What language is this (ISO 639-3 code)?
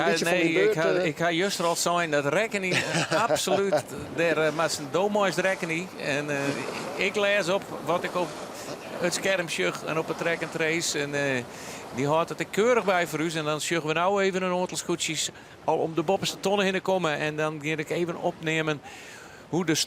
fry